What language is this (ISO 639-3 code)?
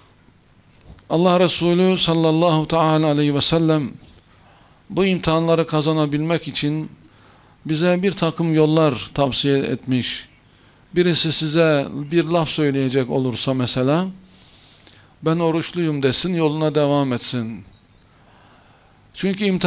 tur